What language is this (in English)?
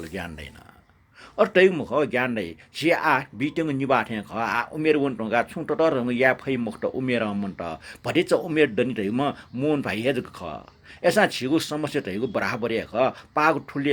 Newari